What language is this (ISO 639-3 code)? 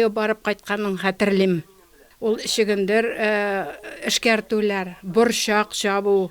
tat